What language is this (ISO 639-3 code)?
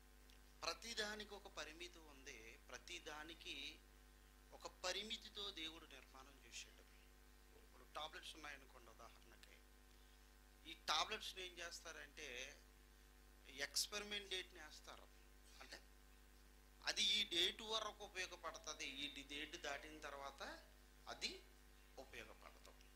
tel